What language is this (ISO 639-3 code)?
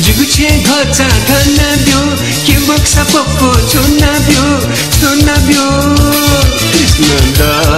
new